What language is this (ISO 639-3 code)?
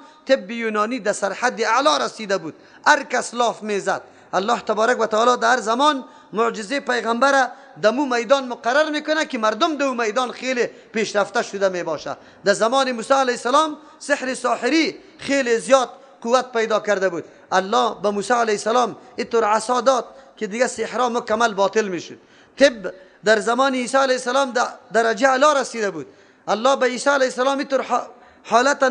fas